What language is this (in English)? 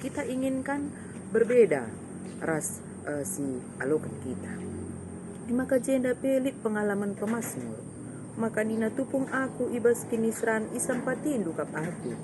Batak Karo